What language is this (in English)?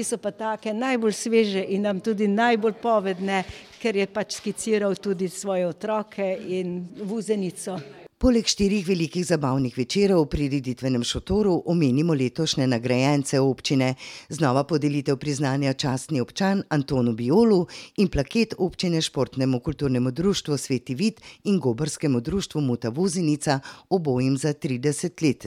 Slovenian